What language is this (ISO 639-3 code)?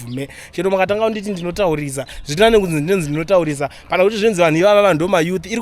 sna